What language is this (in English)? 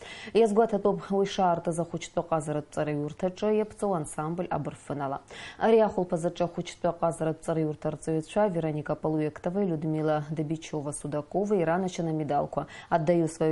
Abkhazian